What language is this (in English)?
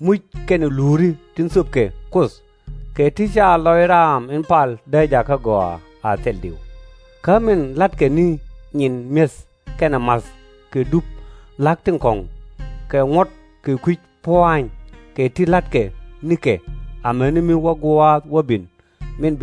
Nuer